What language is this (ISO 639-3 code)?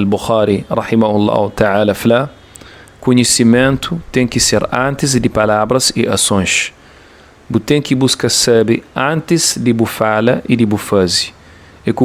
kea